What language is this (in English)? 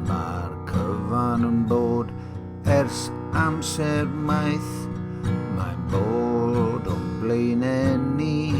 Welsh